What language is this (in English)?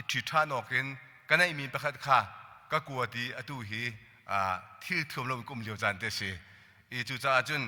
Hakha Chin